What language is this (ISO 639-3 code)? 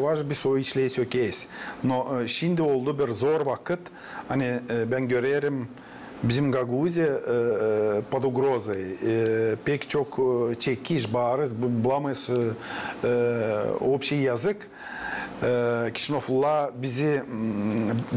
gag